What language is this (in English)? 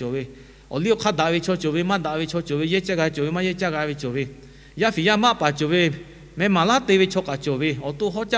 Lahu